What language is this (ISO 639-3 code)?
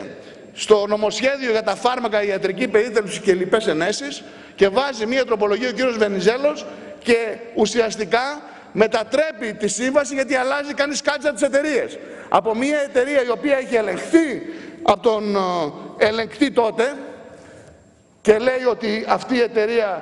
ell